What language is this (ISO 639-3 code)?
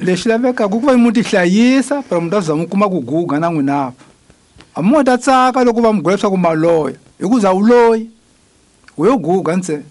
tso